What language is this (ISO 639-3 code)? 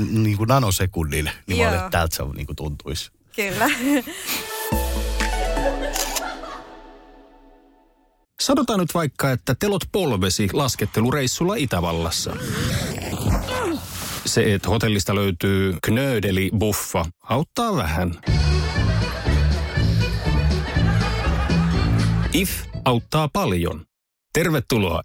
fin